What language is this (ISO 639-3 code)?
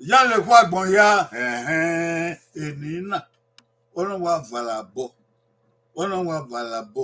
bin